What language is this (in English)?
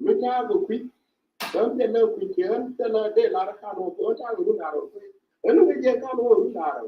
Nuer